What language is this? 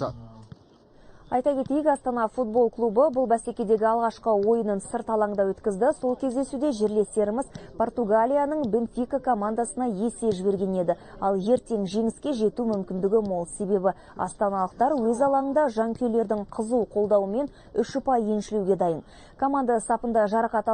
Kazakh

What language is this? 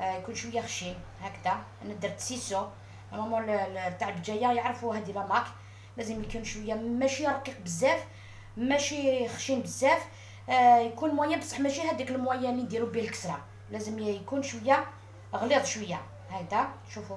Algerian Arabic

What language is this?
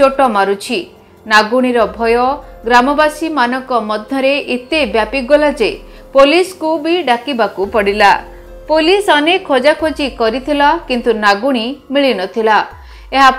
Odia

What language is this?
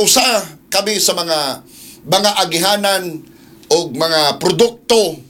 Cebuano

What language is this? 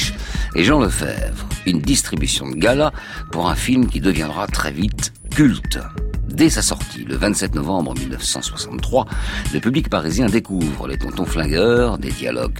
French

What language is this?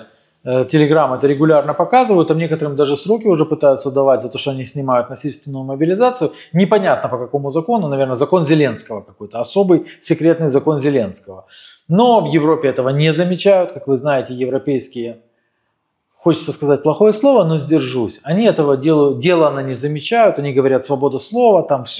Russian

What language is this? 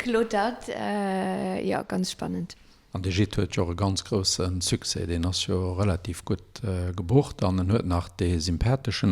Luxembourgish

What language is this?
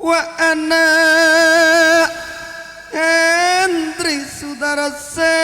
Madurese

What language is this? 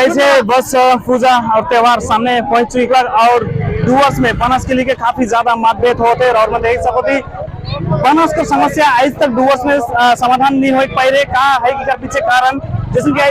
Sadri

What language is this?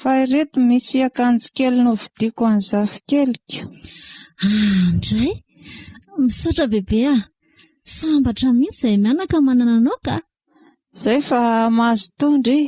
Malagasy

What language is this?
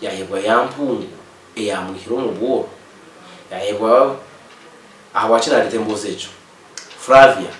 Nyankole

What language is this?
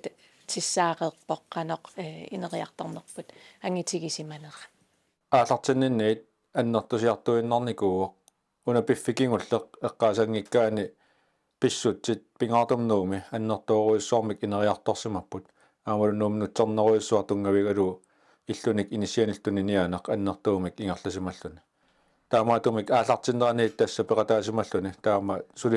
Kalaallisut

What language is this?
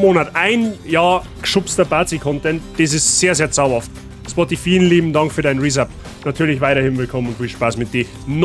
Bavarian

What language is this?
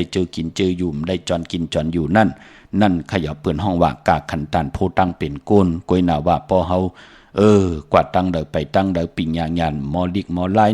Shan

